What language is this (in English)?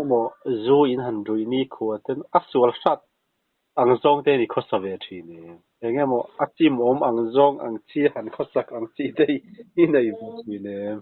Mizo